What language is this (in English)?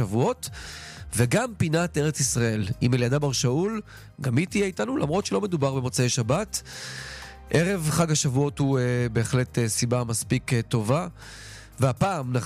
Hebrew